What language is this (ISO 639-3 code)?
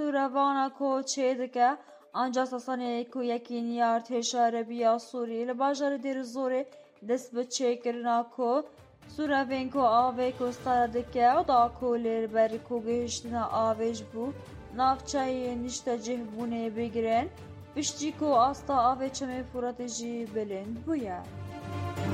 kur